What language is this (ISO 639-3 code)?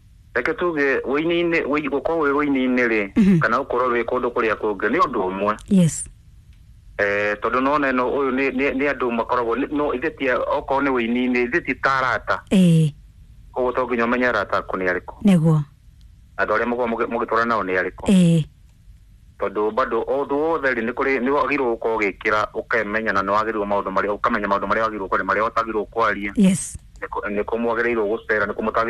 kik